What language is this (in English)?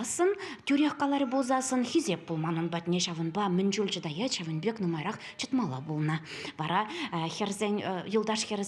Chuvash